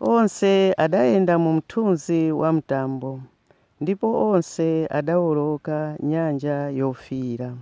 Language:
Nyanja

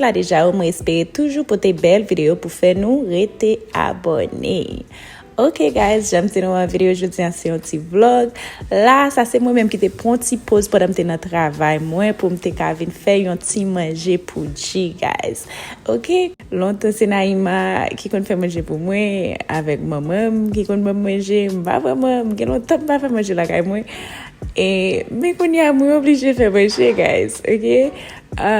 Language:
Haitian Creole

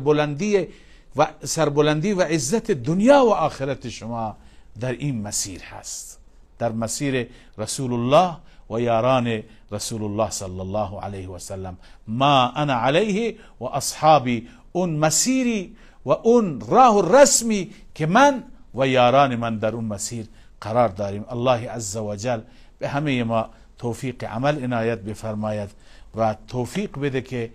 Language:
Persian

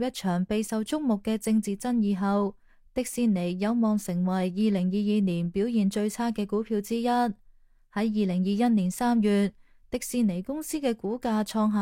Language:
Cantonese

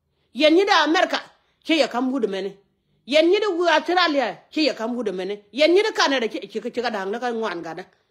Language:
Nuer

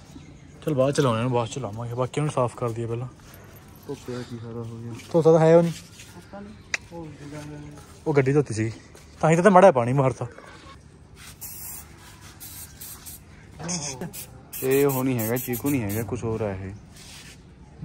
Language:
Punjabi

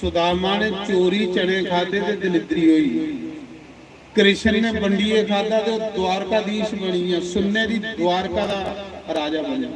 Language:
Dogri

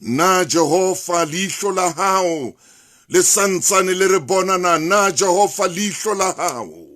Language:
Southern Sotho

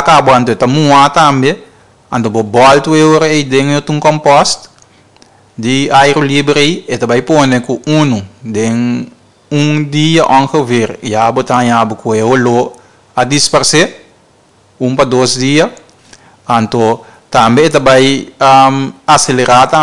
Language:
Papiamento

